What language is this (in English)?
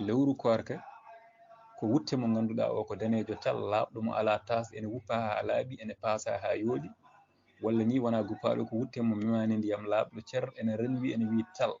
Fula